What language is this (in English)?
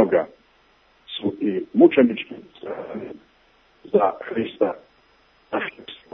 Serbian